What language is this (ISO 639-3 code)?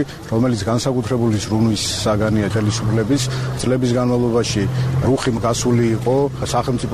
kat